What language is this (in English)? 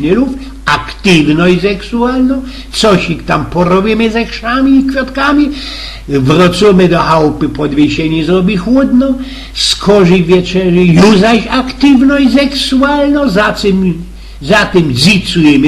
Silesian